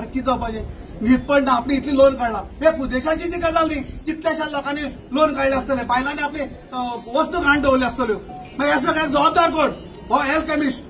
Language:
Konkani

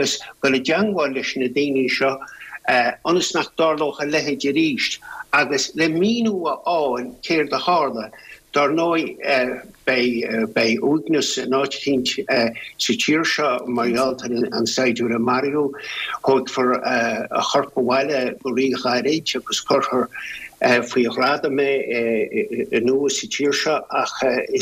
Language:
Irish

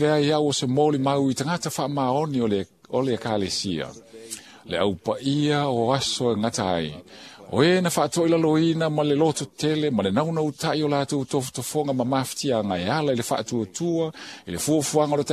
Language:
Samoan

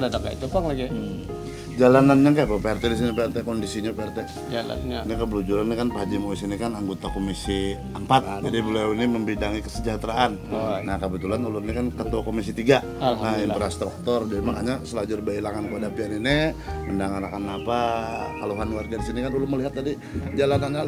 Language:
Banjar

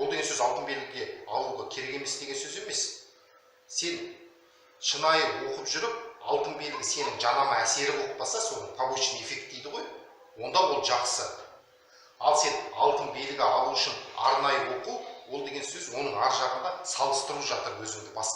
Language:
Kazakh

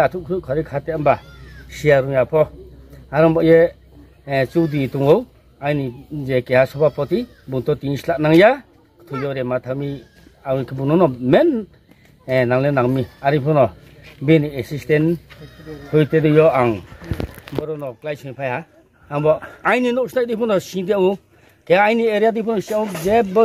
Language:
Riang (India)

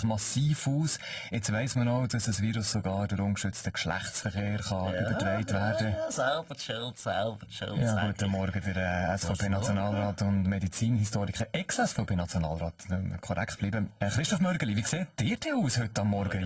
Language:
Swiss German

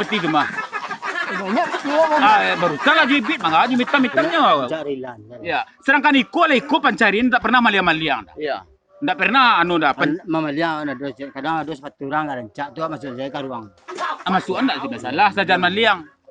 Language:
Minangkabau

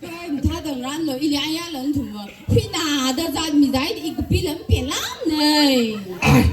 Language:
Tangkhul Naga (India)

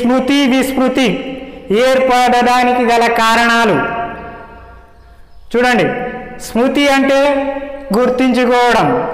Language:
Telugu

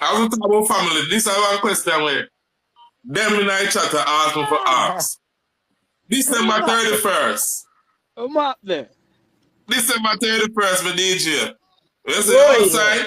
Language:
Jamaican Creole English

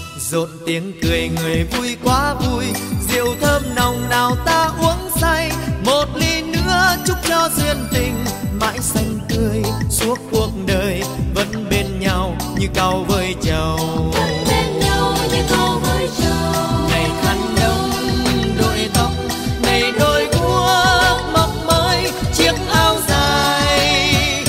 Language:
Vietnamese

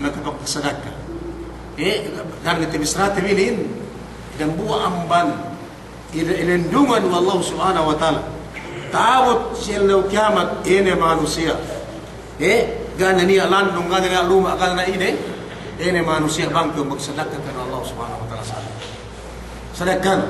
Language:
Yakan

